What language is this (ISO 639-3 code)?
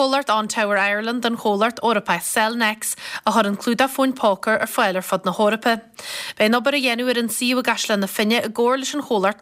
gle